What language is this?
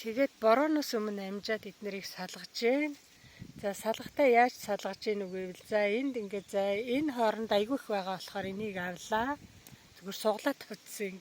Mongolian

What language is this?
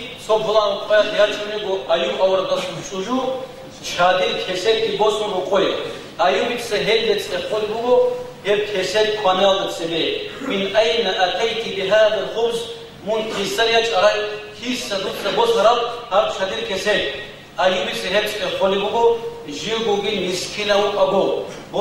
Avaric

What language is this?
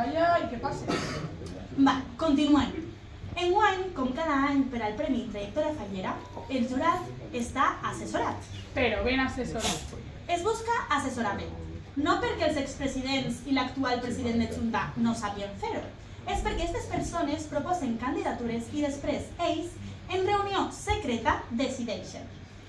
Catalan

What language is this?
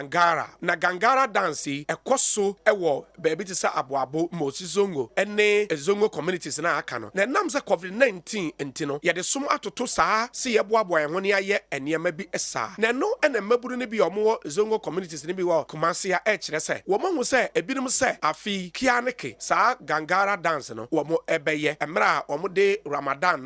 Akan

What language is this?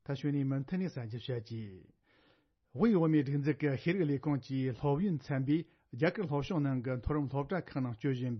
Tibetan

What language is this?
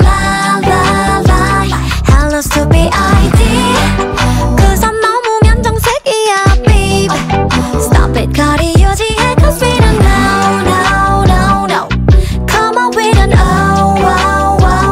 Korean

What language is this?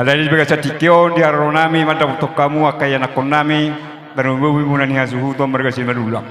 Batak Toba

